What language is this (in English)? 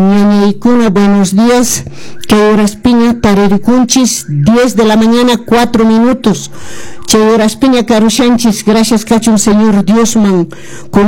Quechua